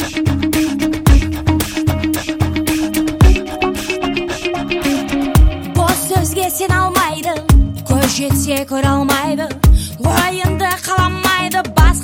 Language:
Kazakh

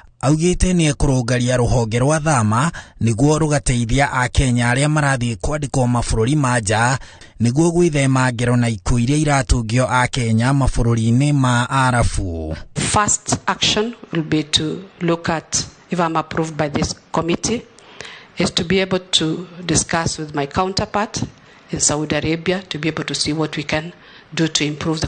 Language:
Kikuyu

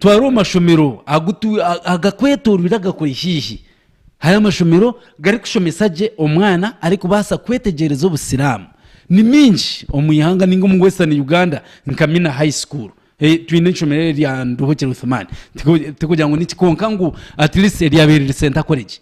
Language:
Nyankole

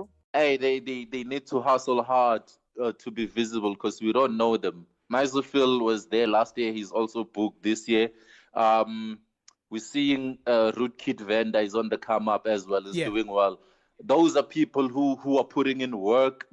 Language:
Venda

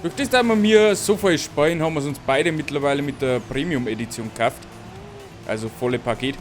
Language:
Bavarian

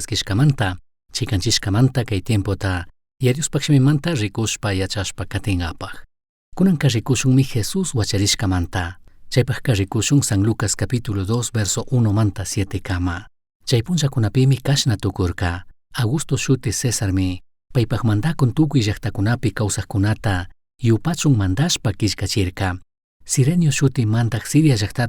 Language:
Chimborazo Highland Quichua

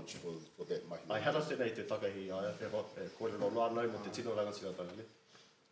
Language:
Māori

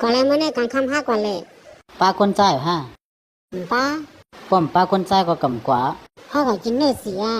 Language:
Shan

